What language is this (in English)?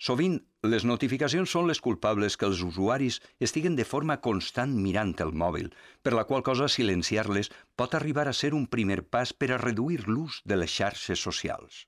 Catalan